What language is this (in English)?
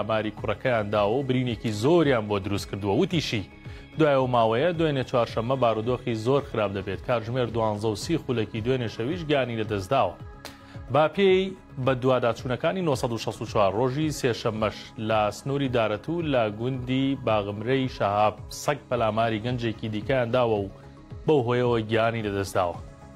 Central Kurdish